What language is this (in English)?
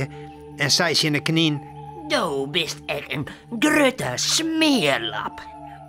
Western Frisian